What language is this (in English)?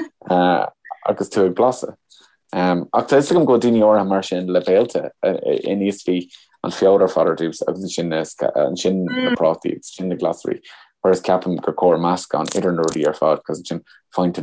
Irish